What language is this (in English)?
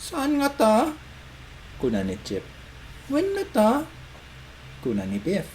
Iloko